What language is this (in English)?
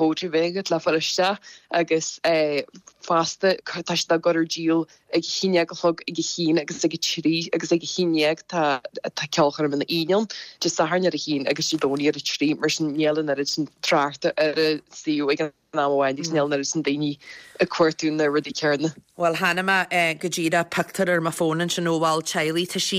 Irish